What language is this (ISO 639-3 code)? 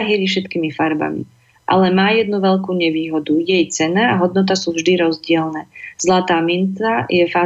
slk